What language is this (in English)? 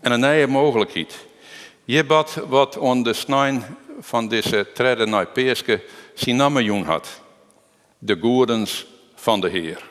Western Frisian